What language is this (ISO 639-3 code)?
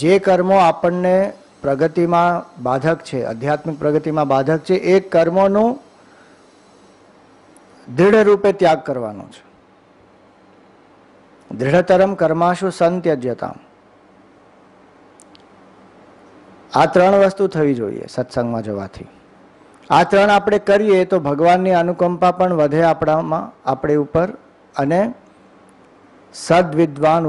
guj